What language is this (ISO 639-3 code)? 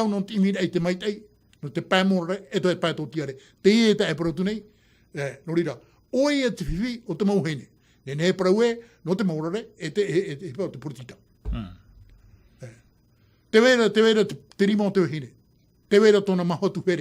tah